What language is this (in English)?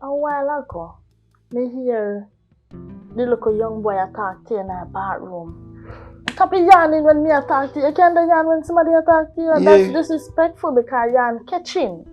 Jamaican Creole English